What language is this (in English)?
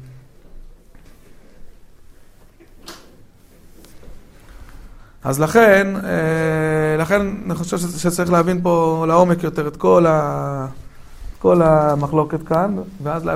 Hebrew